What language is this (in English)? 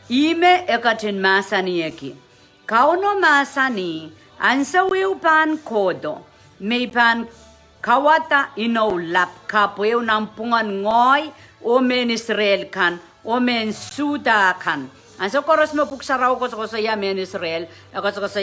Pohnpeian